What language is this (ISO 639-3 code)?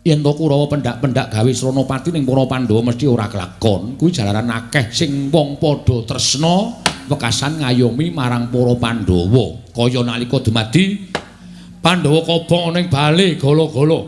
jav